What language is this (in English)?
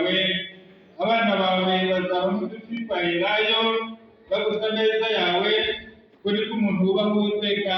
Kinyarwanda